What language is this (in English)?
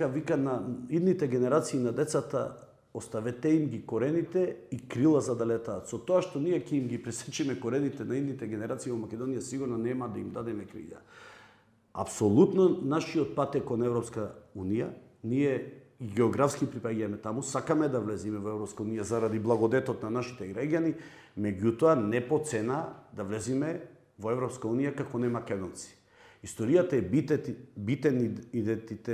Macedonian